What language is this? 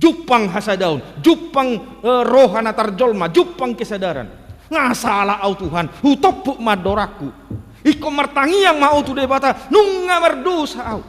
Batak Toba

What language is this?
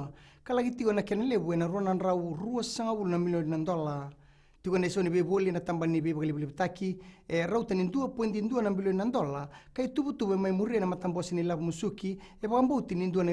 Fijian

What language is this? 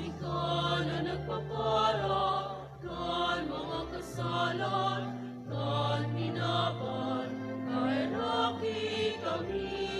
Bikol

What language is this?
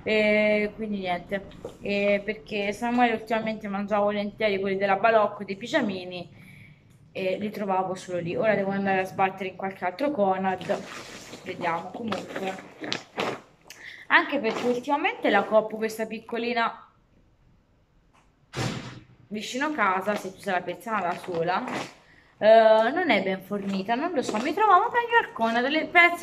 Italian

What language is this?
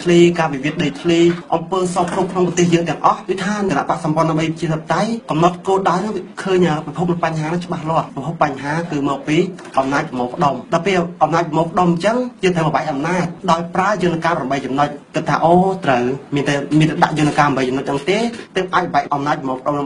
Khmer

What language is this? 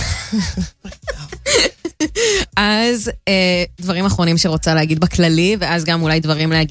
Hebrew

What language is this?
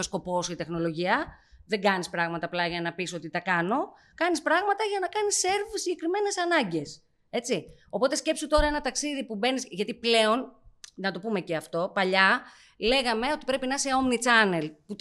Greek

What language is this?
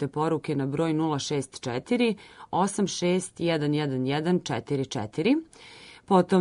Serbian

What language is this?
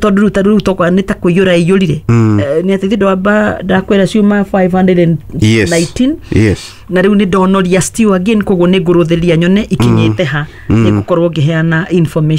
Kikuyu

